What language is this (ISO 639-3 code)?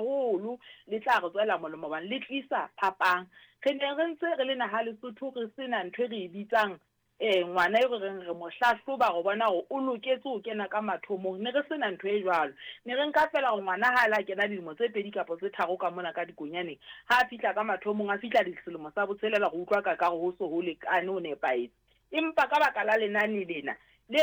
sot